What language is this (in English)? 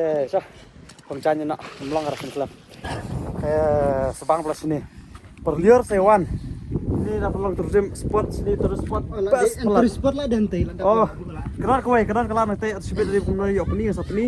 Khasi